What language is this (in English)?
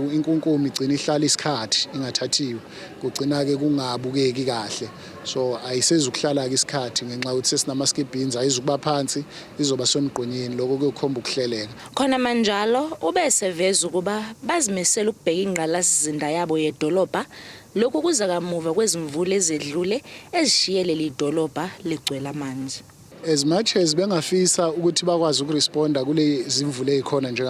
Zulu